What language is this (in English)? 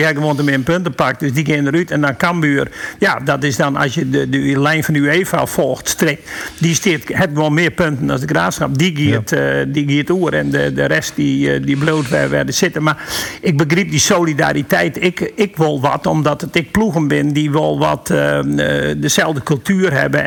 Western Frisian